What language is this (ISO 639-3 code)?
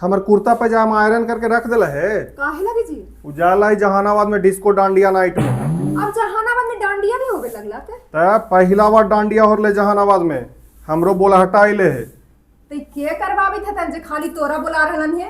mag